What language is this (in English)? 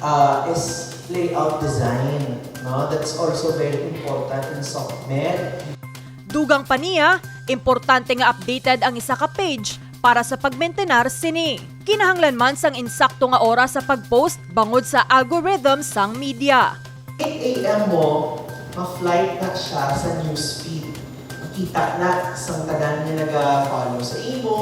Hiligaynon